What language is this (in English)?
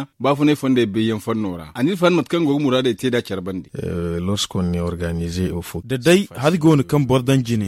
Zarma